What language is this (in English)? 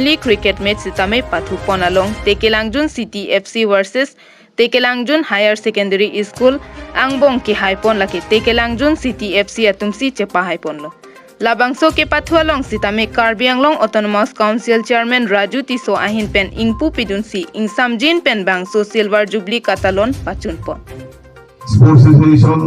Karbi